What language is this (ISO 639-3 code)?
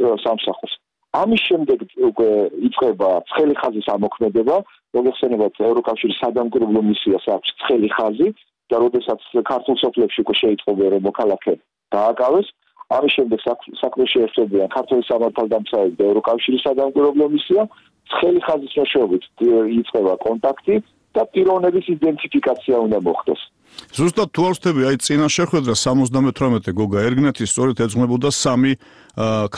kat